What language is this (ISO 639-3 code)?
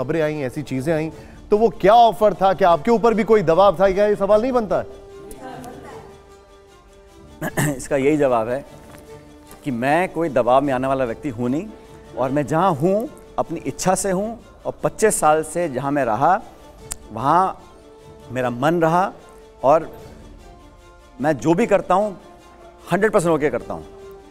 hin